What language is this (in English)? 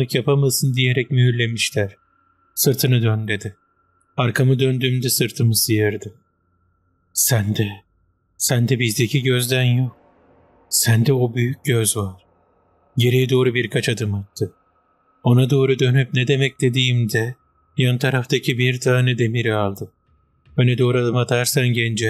Turkish